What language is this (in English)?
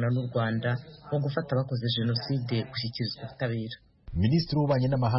Kinyarwanda